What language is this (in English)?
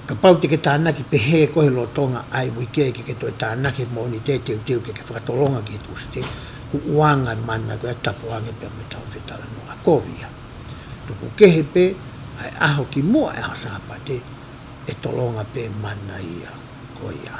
Tongan